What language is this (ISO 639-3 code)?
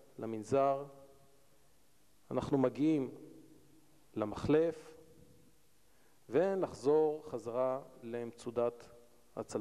heb